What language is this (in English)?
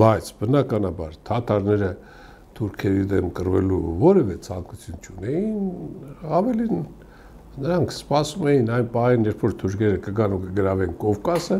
Armenian